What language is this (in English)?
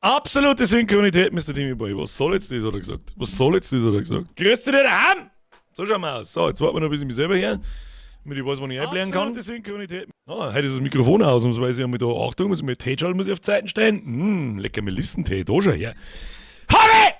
Bavarian